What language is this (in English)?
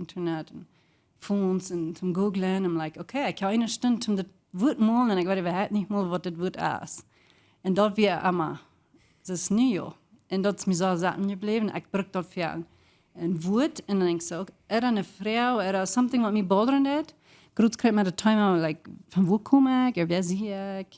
Plautdietsch